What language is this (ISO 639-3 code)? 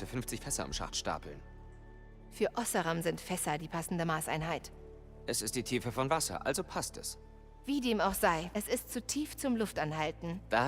bar